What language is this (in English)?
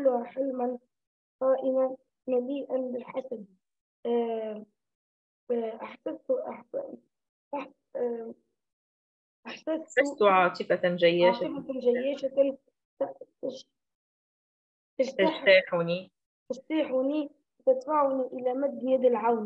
Arabic